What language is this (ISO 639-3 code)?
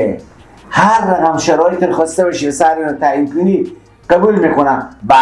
fas